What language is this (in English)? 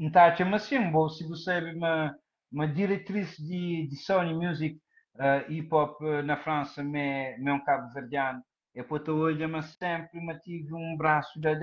Kabuverdianu